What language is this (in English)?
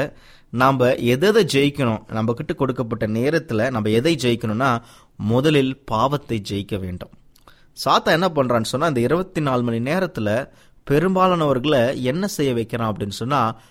Tamil